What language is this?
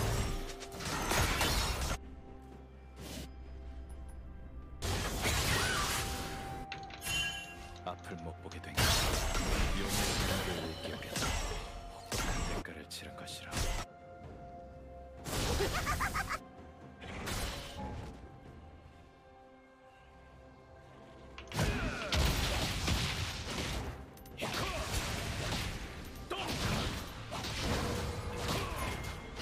Korean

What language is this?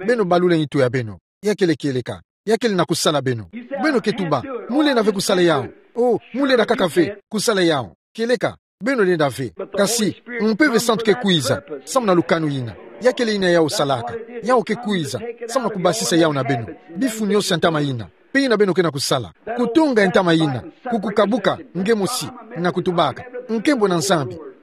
Kituba (Democratic Republic of Congo)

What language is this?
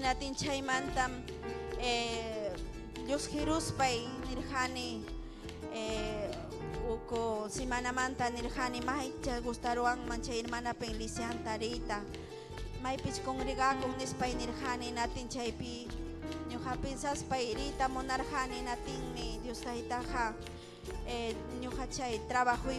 Ayacucho Quechua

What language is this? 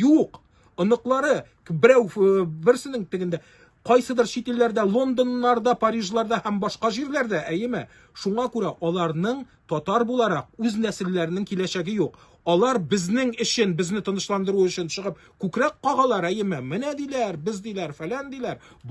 Tatar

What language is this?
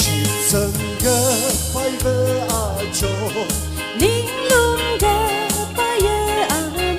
Tangkhul Naga (India)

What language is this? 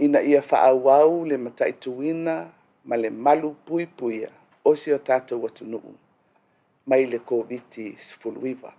Samoan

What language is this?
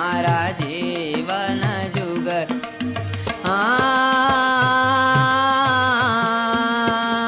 Gujarati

